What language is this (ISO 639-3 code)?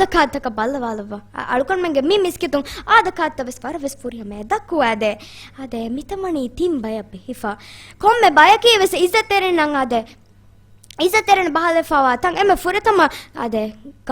div